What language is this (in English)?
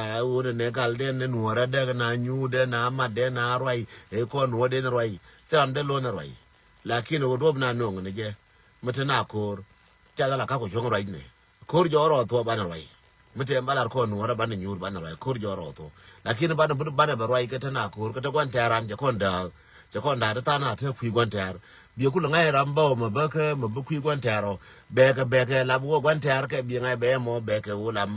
Nuer